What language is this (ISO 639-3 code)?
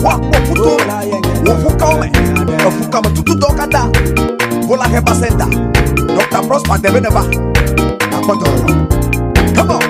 ewe